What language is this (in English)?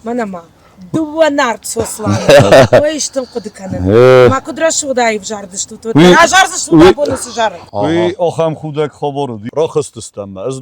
Ossetic